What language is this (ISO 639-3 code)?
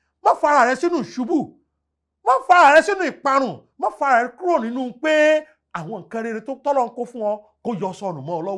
yor